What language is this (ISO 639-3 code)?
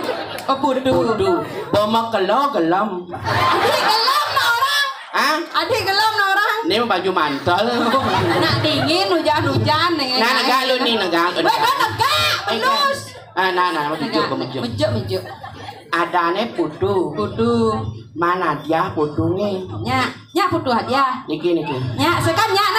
ban